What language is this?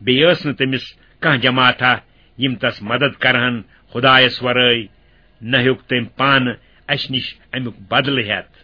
Kashmiri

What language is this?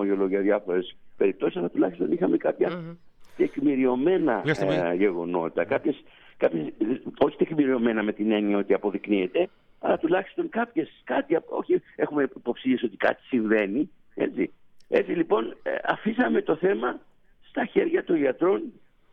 Greek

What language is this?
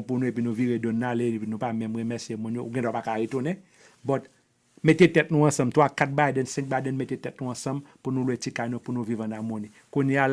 Haitian Creole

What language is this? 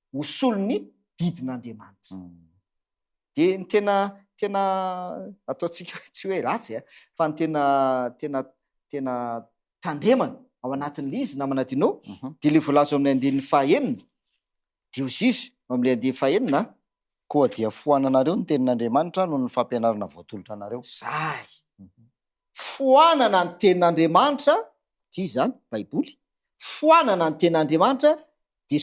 Malagasy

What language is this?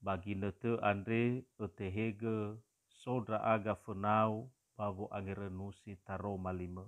Nias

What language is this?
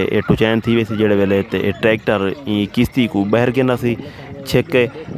Saraiki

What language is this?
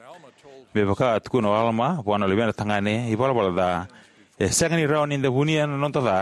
Fijian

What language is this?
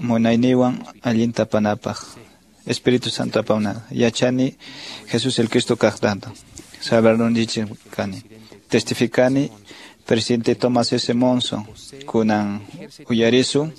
Quechua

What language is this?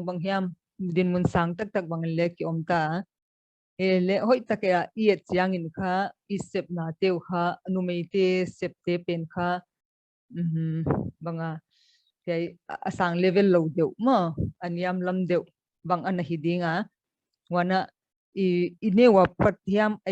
Paite Chin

